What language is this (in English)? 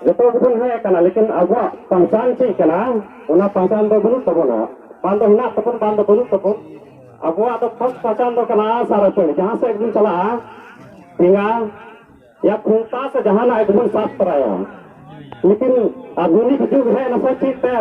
Santali